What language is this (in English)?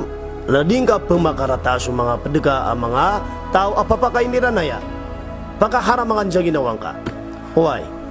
Maranao